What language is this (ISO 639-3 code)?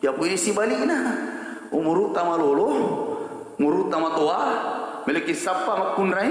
bug